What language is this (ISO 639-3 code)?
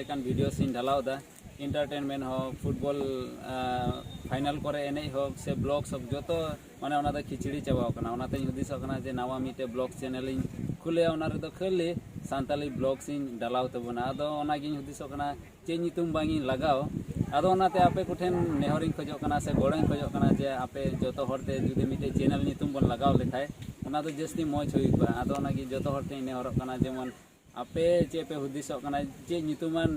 sat